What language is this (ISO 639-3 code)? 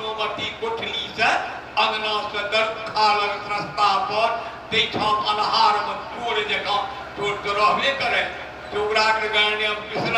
mai